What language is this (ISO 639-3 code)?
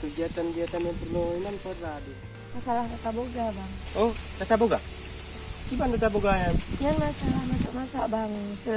ace